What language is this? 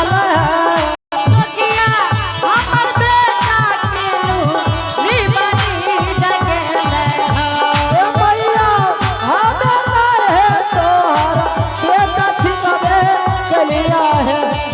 Angika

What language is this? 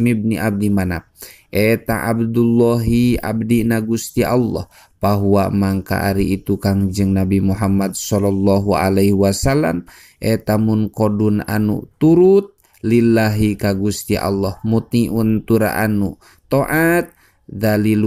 Sundanese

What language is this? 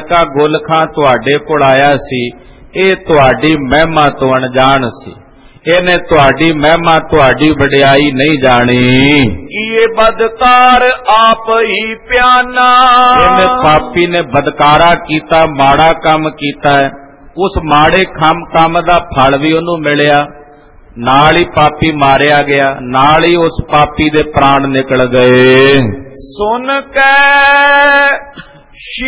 Punjabi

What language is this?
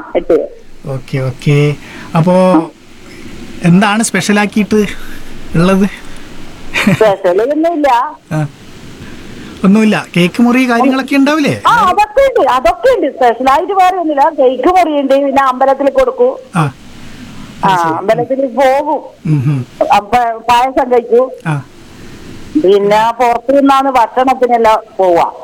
Malayalam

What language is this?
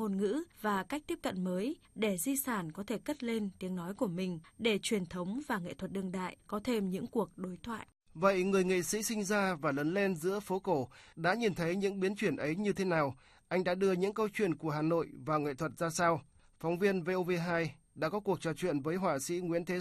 Vietnamese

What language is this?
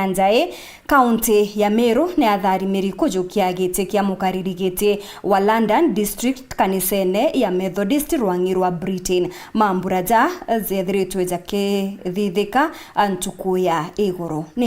Meru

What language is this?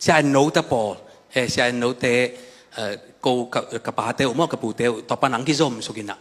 Tedim Chin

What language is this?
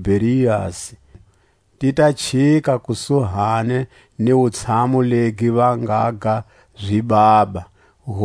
Tswa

